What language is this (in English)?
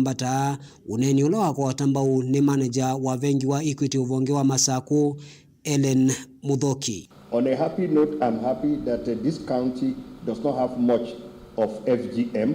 Kamba